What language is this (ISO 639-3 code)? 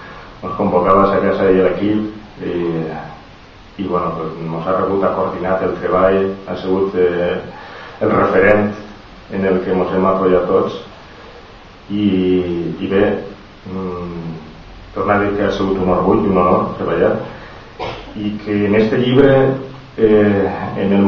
cat